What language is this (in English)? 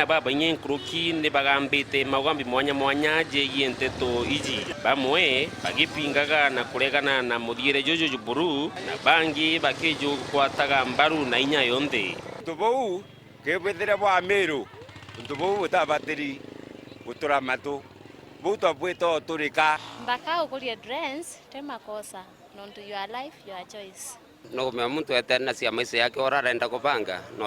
Meru